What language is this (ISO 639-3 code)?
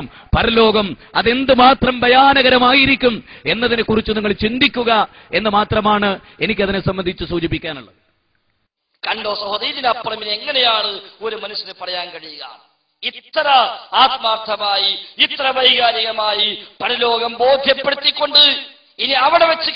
mal